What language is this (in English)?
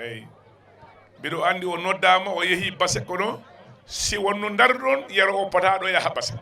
Fula